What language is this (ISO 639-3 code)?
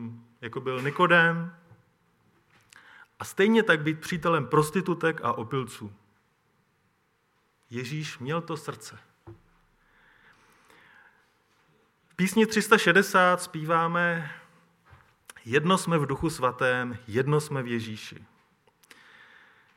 ces